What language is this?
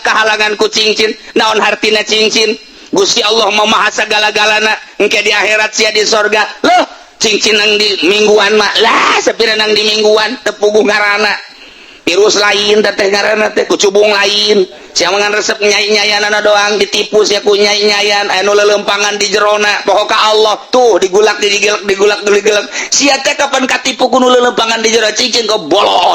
Sundanese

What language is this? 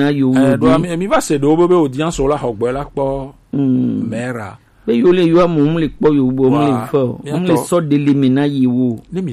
Gen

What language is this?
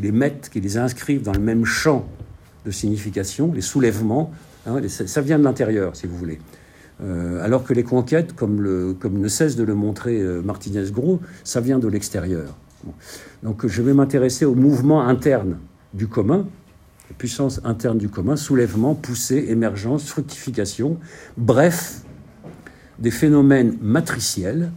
French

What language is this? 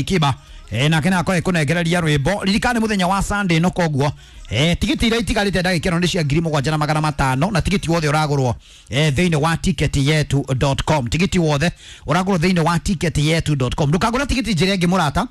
Kikuyu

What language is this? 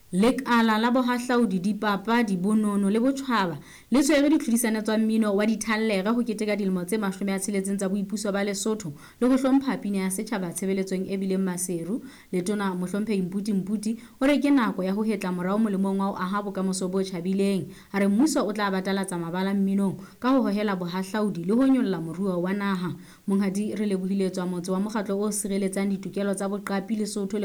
Southern Sotho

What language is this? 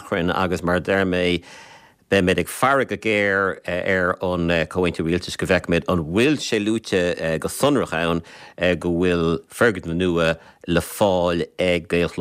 Irish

